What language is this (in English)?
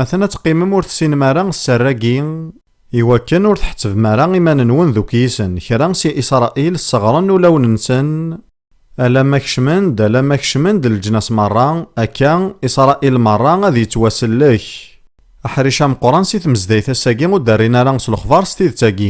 Kabyle